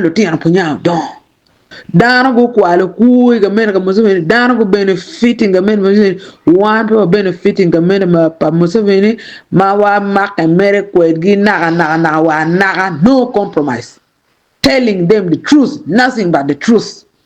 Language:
Acoli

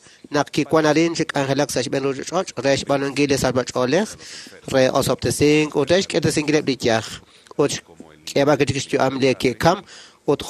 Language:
Kekchí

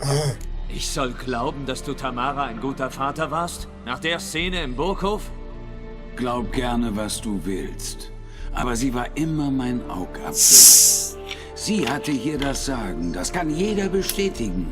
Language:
Swiss German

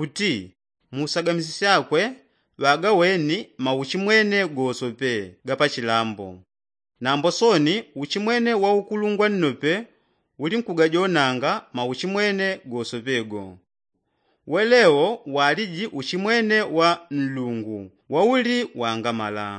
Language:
Yao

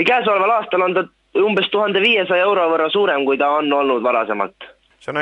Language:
Estonian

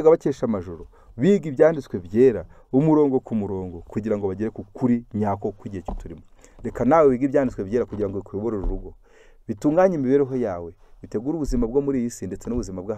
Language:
Kinyarwanda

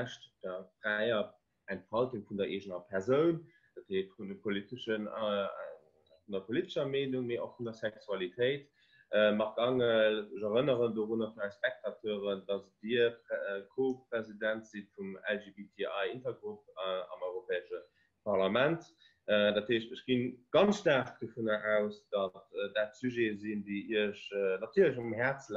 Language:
Luxembourgish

